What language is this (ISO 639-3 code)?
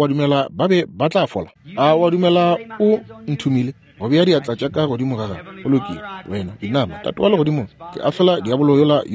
nso